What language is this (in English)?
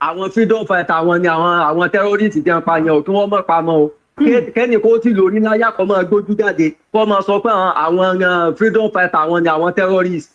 Yoruba